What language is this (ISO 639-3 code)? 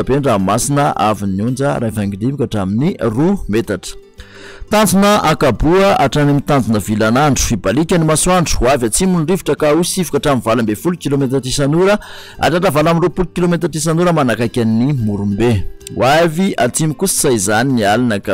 mlg